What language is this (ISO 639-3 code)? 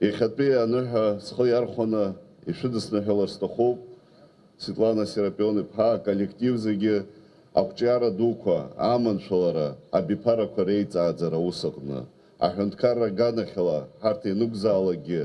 abk